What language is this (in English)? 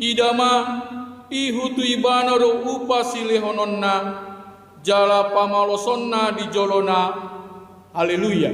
Batak Toba